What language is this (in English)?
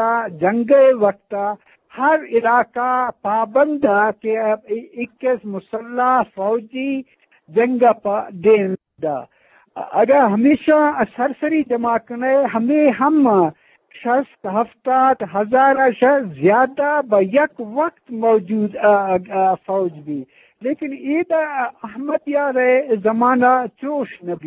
Eastern Balochi